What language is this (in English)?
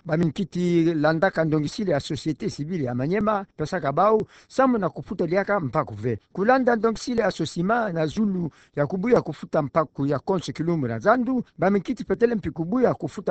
Kituba (Democratic Republic of Congo)